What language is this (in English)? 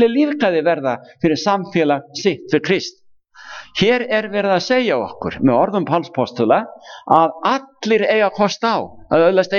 Icelandic